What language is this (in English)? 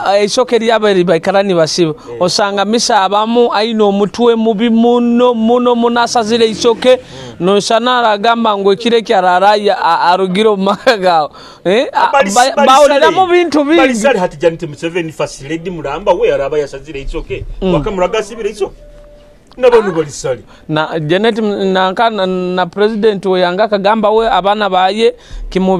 Nyoro